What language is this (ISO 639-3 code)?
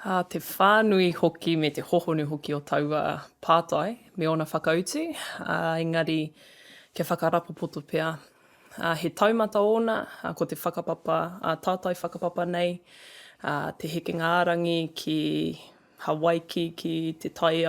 mri